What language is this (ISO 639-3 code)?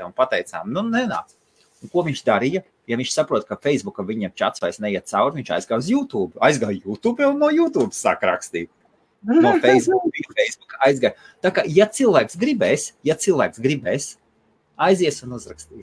lav